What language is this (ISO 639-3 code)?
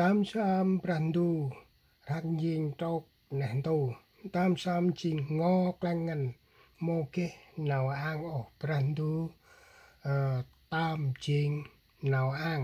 cmo